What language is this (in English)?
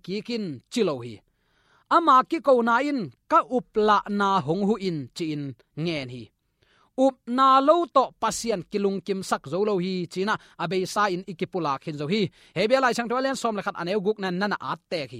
Tedim Chin